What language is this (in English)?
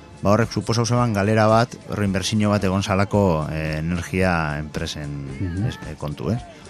Basque